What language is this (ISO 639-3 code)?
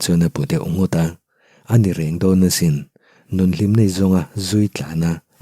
lus